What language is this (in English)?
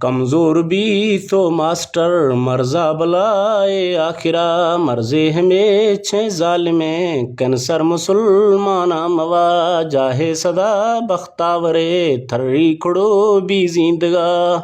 Eastern Balochi